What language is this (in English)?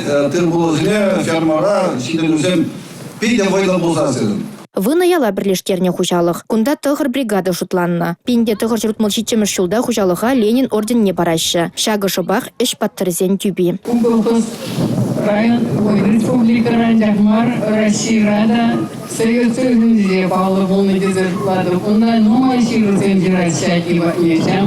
Chuvash